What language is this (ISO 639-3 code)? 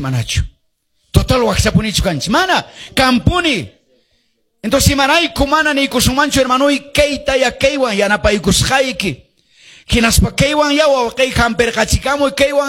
que